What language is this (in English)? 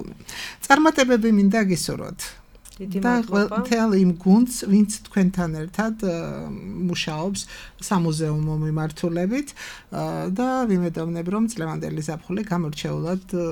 Georgian